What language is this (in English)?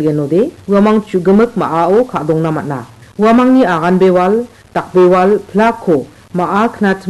Garo